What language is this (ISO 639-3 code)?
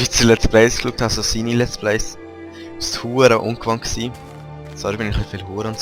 gsw